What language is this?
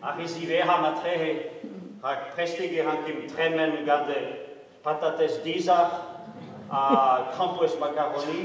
Breton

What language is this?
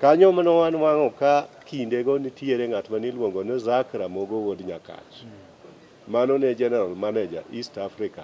Luo (Kenya and Tanzania)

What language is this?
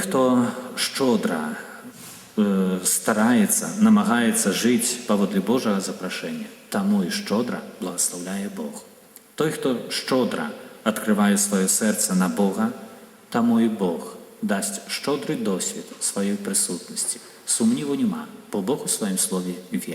Belarusian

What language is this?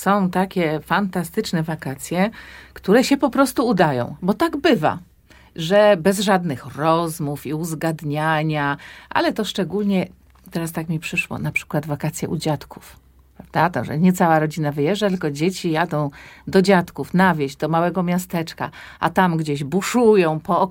Polish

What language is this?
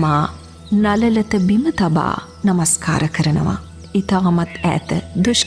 Sinhala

